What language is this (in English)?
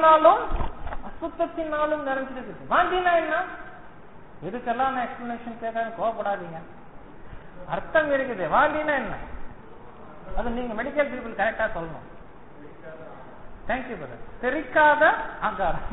Tamil